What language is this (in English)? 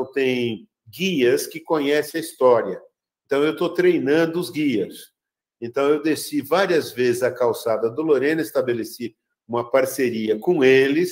Portuguese